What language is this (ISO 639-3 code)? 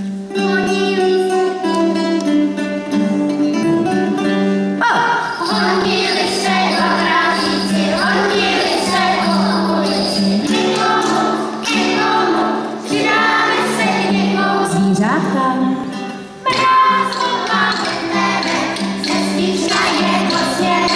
ces